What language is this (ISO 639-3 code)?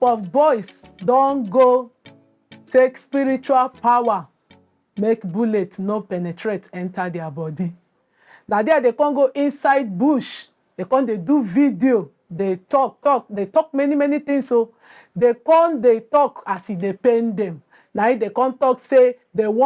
pcm